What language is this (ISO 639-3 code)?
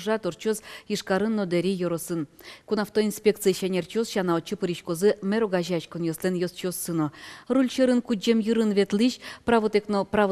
udm